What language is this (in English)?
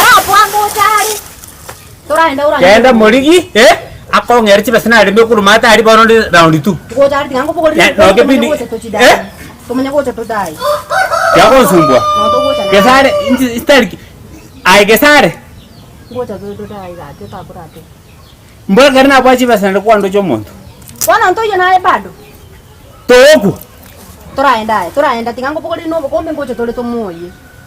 Gusii